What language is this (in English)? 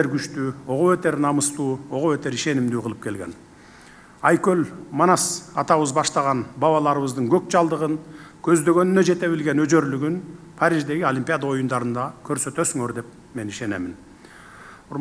Kyrgyz